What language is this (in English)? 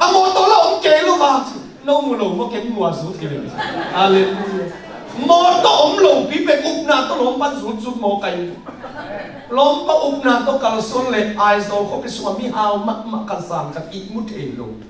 Tedim Chin